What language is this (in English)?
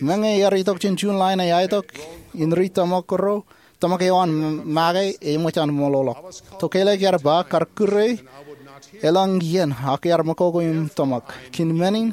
Marshallese